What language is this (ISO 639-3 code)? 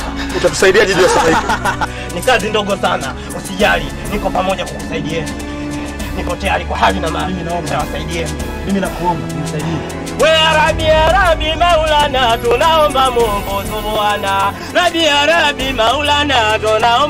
swa